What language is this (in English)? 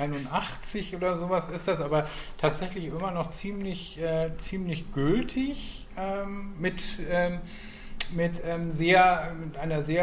Low German